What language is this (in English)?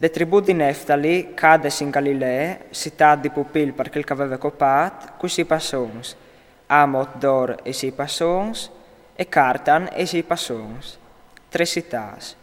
Friulian